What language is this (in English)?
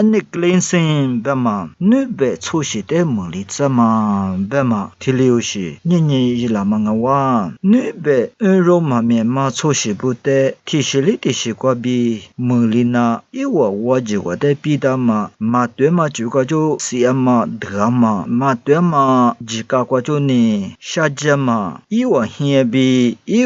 Lisu